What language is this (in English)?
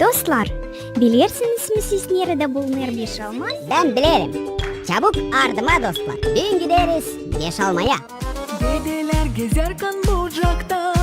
Gagauz